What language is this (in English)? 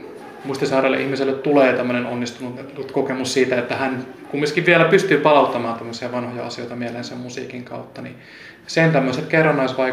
Finnish